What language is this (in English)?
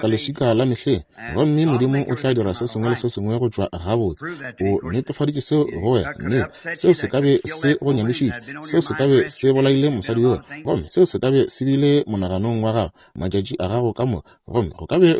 Northern Sotho